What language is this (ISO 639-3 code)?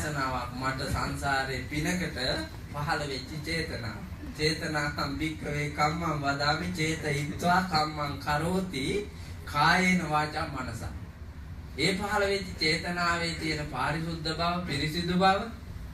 sin